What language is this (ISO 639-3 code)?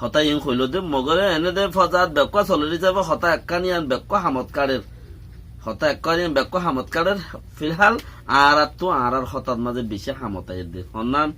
rhg